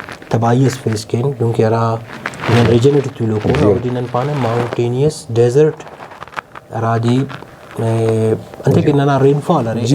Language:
Brahui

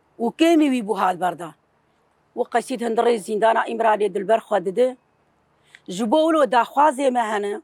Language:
Kurdish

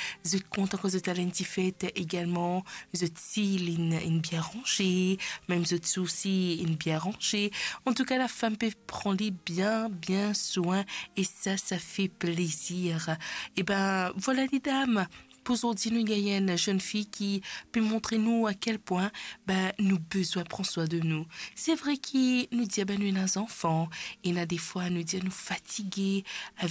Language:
Morisyen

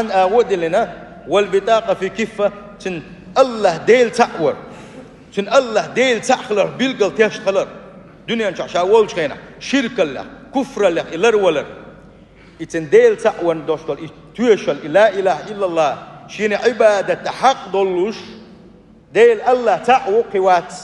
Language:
Chechen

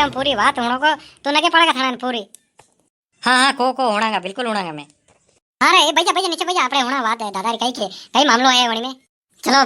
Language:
Rajasthani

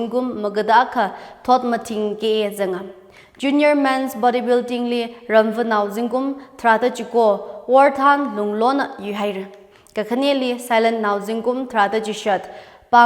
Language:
Tangkhul Naga (India)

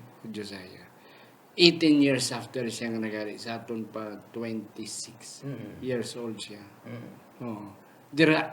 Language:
Hiligaynon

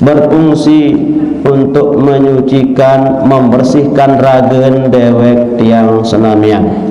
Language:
Sasak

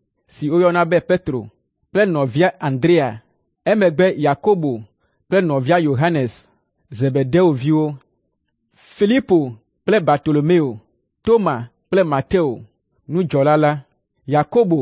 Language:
Ewe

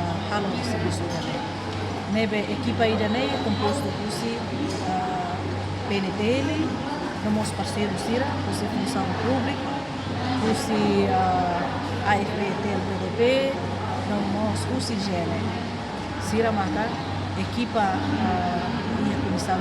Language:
Tetum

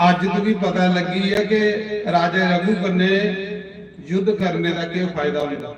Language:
Dogri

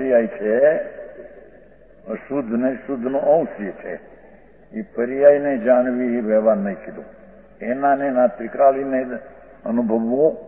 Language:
Gujarati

